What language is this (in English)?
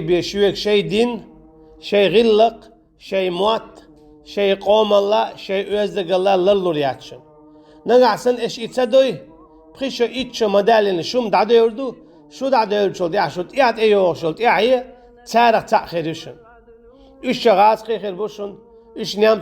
Chechen